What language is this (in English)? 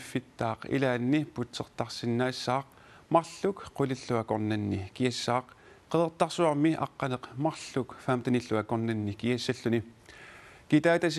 Kalaallisut